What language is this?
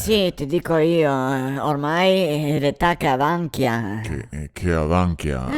Venetian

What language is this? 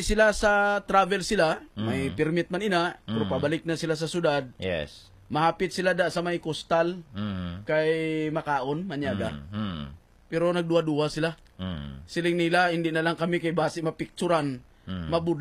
Hiligaynon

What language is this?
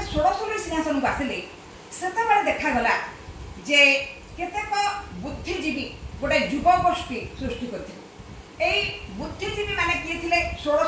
Odia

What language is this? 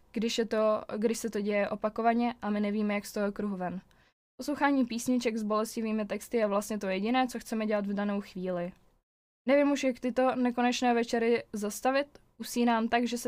Czech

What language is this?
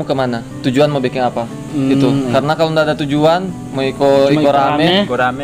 Indonesian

